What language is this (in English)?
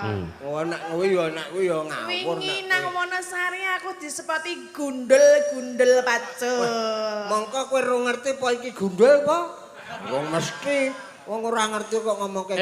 Javanese